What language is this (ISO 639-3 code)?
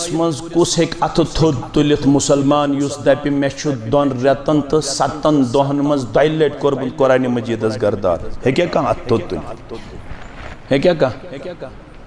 kas